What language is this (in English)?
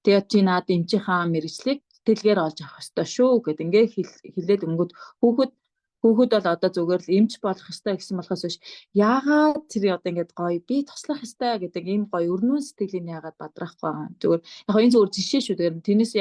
Mongolian